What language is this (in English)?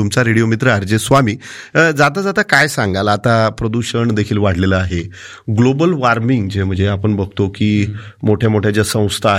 Marathi